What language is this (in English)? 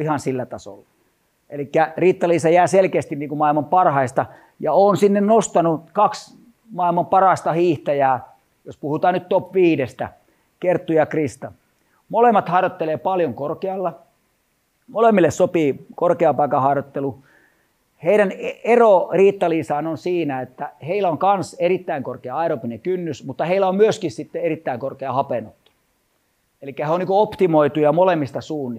Finnish